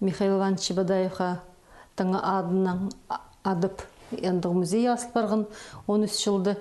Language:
Khakas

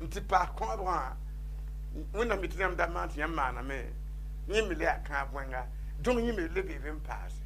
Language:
Mossi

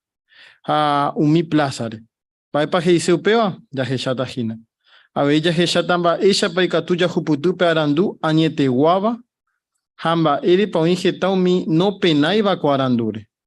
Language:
Guarani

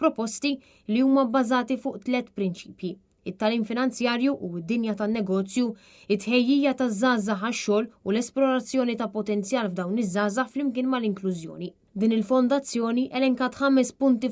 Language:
Maltese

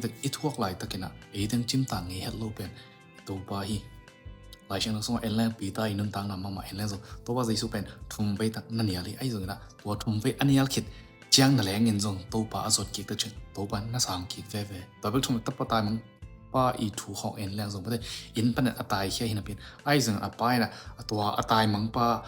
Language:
Tedim Chin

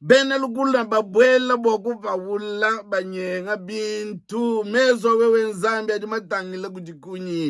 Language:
Luba-Lulua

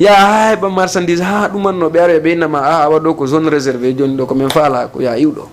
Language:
Fula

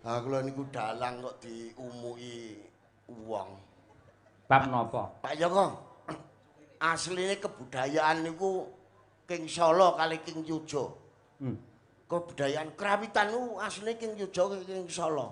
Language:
Javanese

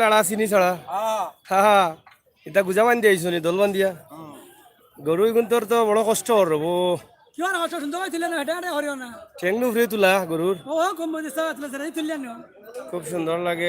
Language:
Sylheti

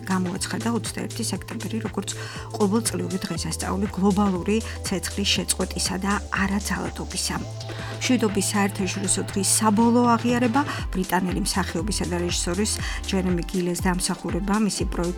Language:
Georgian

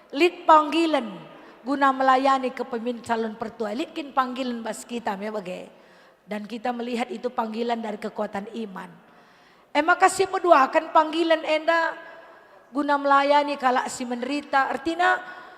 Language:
Batak Karo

